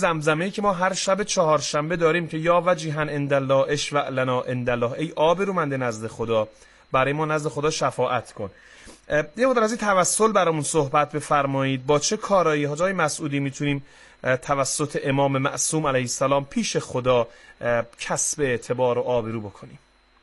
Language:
Persian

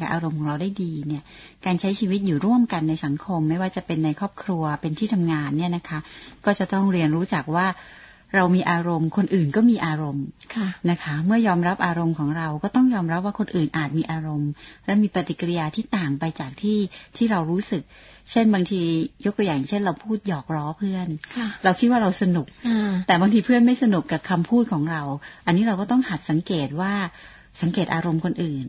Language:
Thai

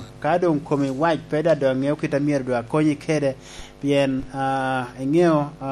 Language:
Lango (Uganda)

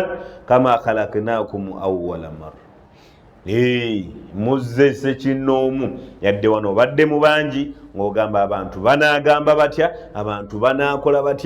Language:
Ganda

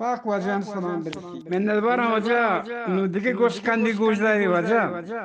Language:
Eastern Balochi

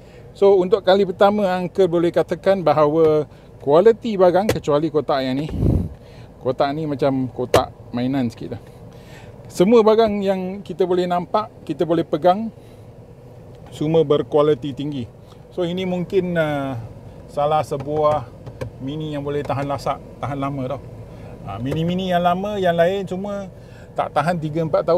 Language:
Malay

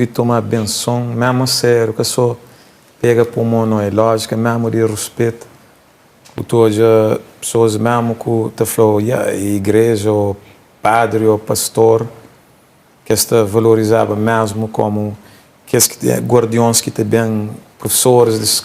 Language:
Kabuverdianu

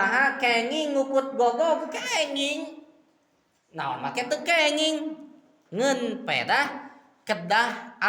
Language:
Sundanese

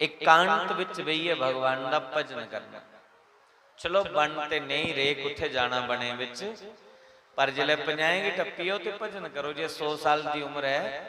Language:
Dogri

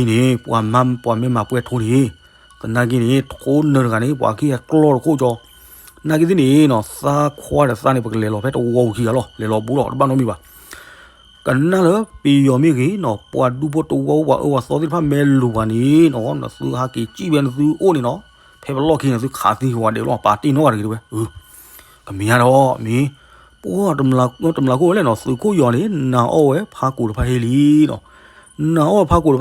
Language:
S'gaw Karen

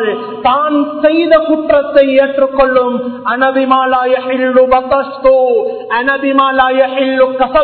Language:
Tamil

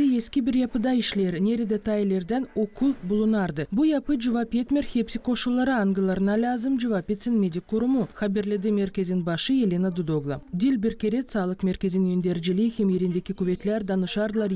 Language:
Gagauz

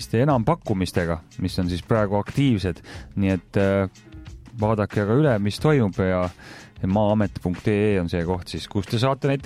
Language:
Estonian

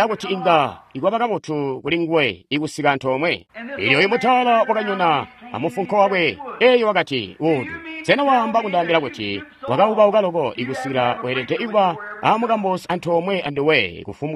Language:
Tonga (Zambia)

